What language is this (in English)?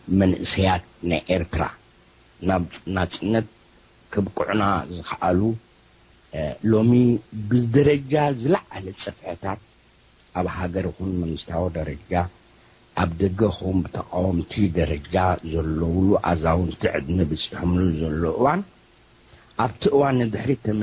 Tigrinya